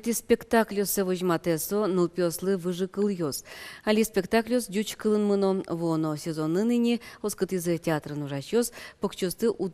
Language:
Udmurt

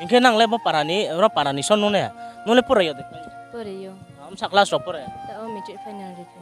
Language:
Riang (India)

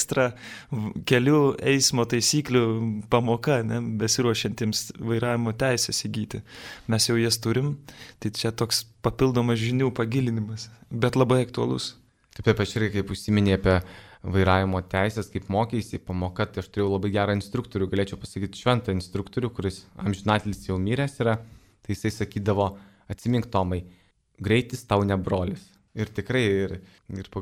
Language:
Lithuanian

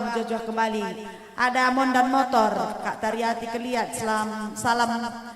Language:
Batak Karo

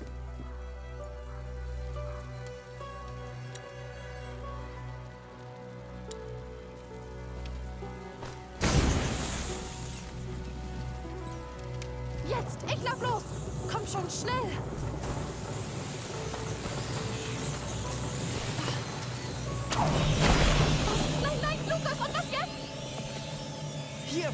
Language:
German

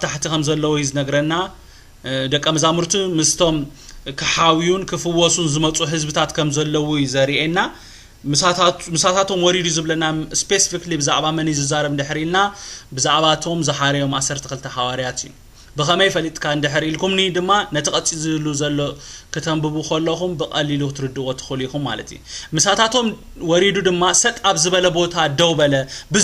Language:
Tigrinya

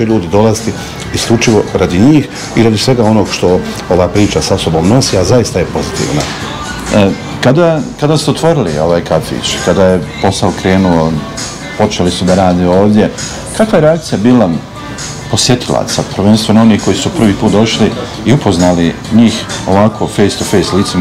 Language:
Bosnian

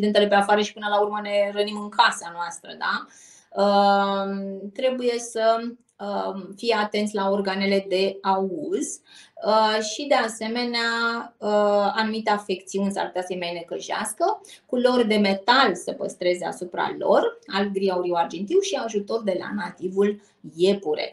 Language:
Romanian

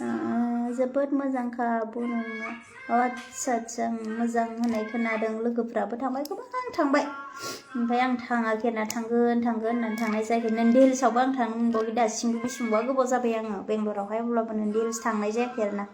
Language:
Bodo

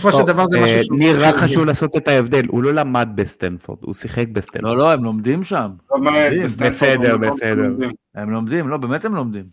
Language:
Hebrew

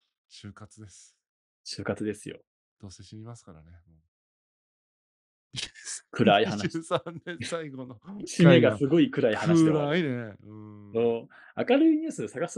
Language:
Japanese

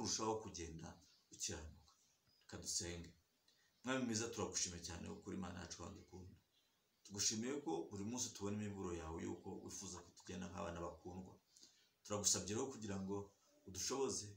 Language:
Kinyarwanda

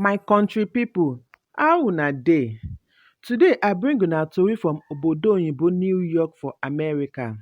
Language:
Nigerian Pidgin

